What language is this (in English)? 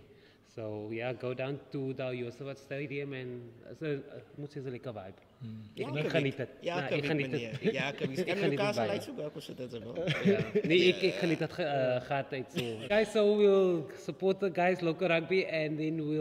Afrikaans